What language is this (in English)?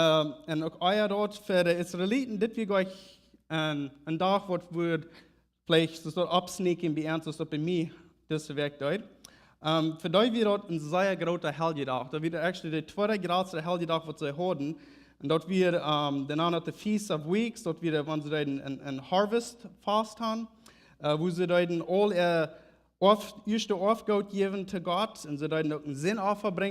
Plautdietsch